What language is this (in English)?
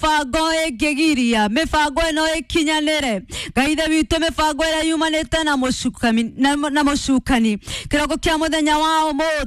Kikuyu